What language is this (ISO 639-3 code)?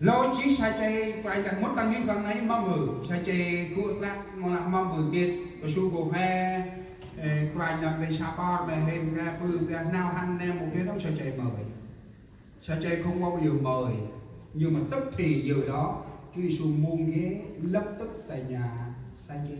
cmo